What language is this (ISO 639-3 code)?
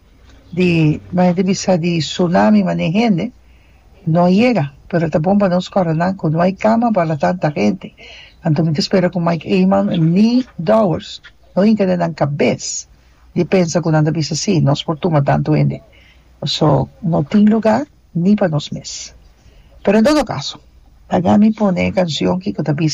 pap